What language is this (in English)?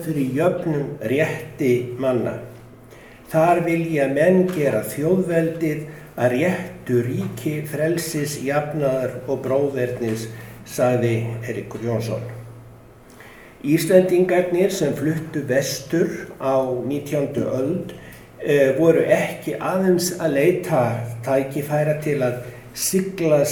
Icelandic